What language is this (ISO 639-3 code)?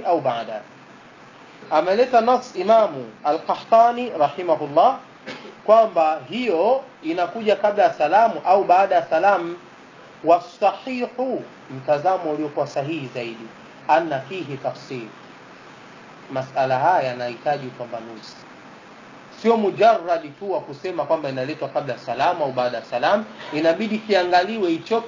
swa